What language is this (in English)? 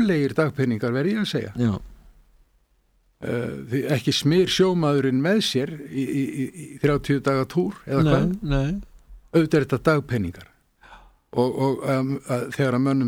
Icelandic